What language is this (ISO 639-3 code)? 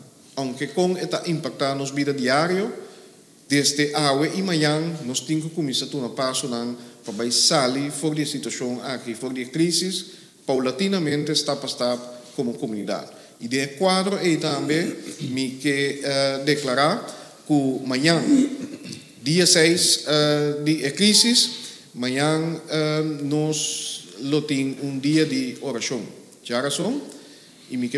pap